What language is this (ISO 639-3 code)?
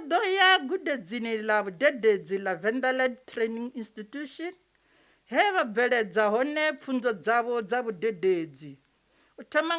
ven